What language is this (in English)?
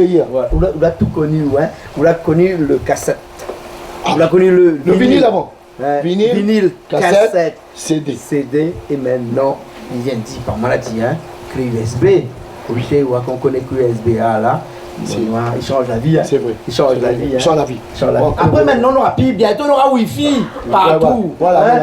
Réunion Creole French